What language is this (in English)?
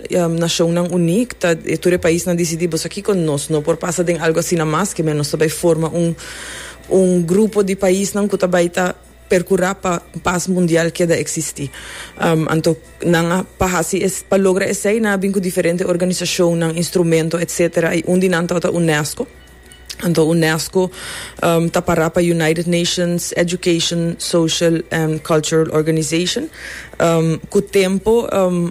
Papiamento